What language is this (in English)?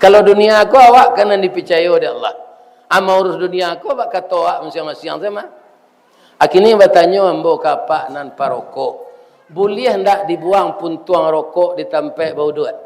Minangkabau